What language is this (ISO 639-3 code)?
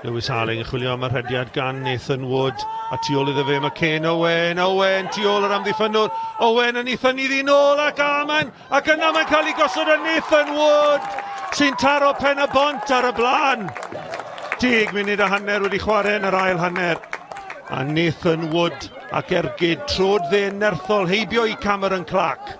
cym